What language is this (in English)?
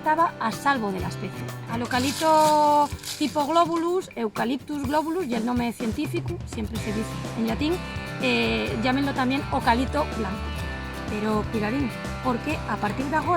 Asturian